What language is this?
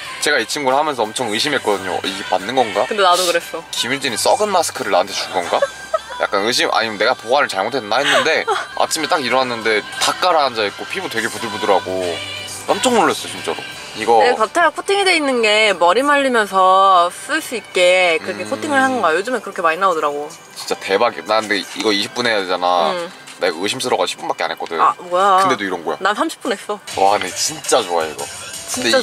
Korean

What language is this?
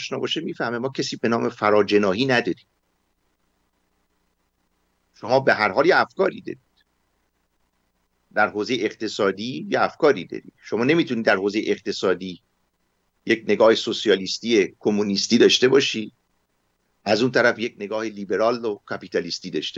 Persian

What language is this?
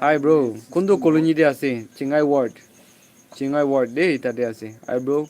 Naga Pidgin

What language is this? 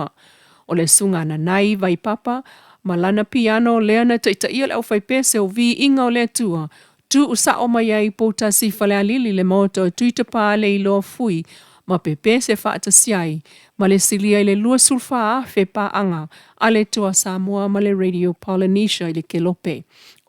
Samoan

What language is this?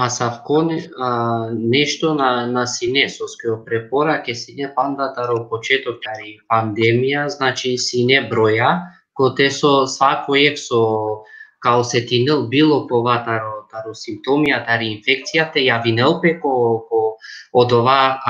Balkan Romani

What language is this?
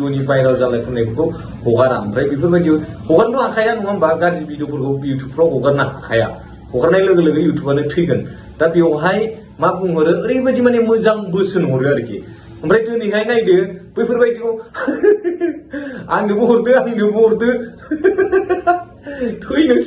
Bodo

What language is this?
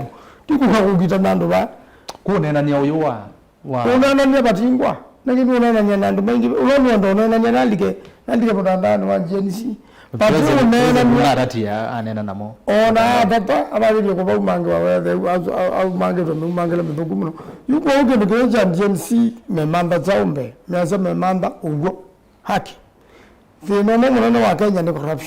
Kamba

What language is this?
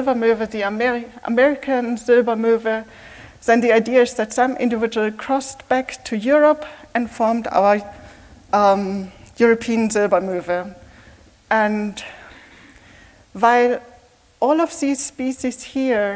English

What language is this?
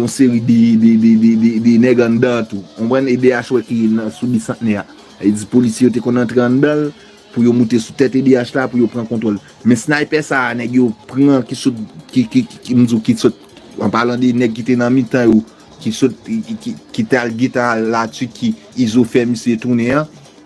Haitian Creole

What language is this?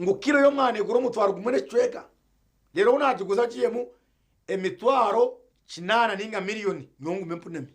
Nyankole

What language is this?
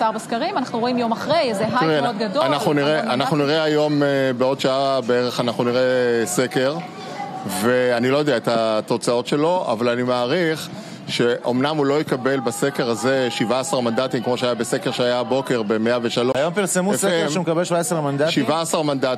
Hebrew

